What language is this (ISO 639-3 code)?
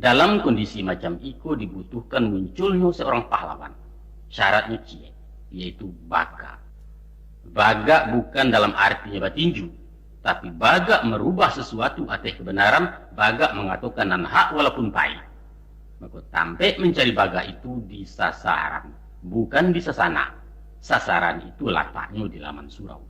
min